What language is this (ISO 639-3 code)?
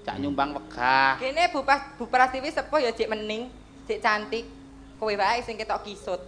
jav